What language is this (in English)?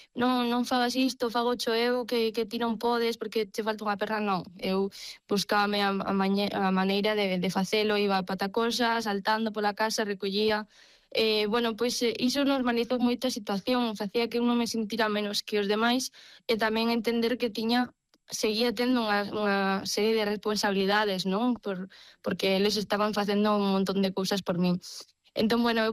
Galician